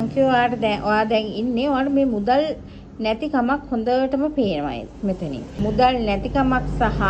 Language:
Sinhala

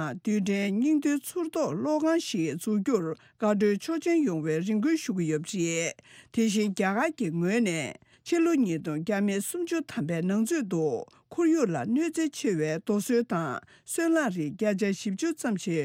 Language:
Tibetan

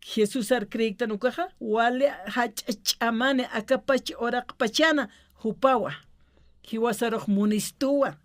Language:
Aymara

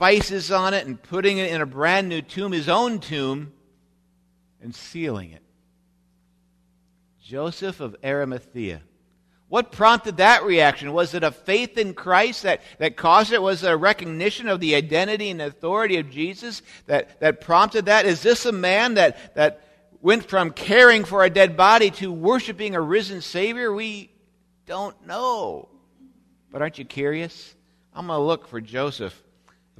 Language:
English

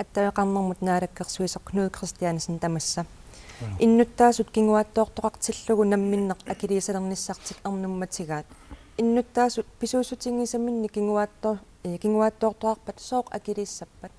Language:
Kalaallisut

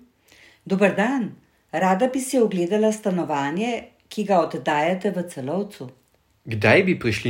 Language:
Slovenian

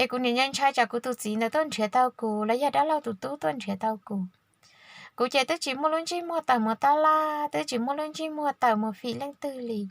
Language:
Hmong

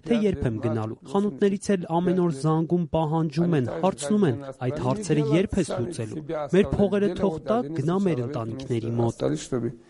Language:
Armenian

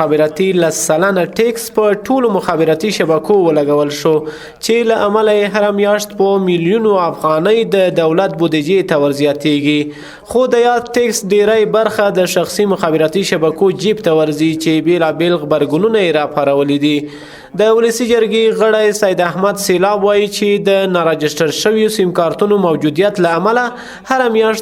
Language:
Pashto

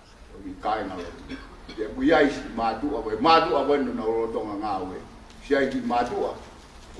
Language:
Tongan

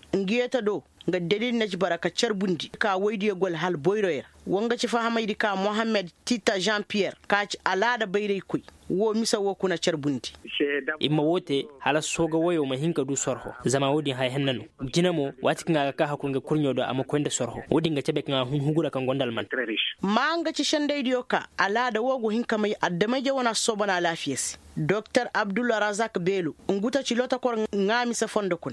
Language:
Koyraboro Senni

